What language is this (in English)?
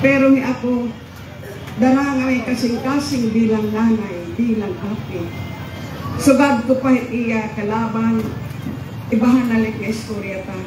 Waray